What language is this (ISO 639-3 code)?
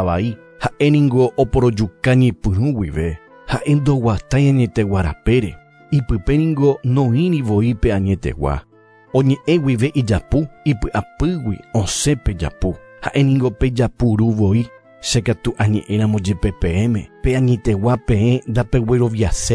grn